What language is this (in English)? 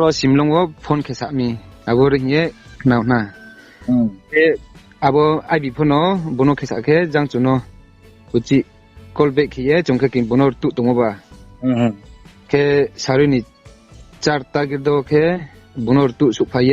Riang (India)